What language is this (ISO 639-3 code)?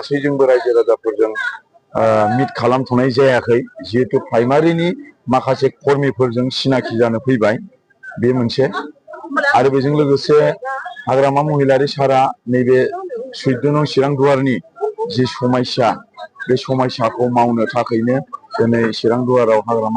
brx